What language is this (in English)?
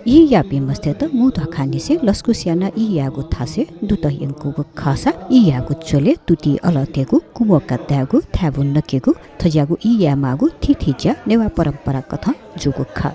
Newari